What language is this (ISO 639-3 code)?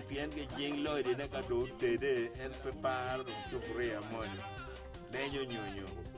ach